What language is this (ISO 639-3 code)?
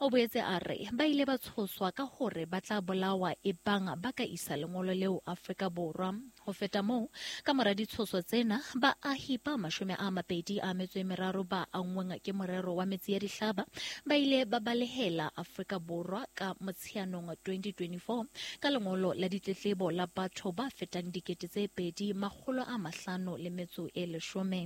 sot